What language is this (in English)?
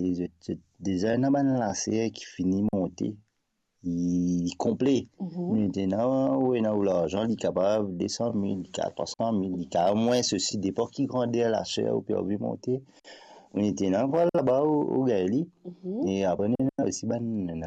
Morisyen